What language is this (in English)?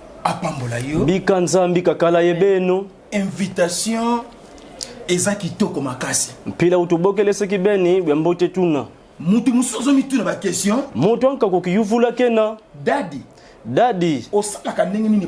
Lingala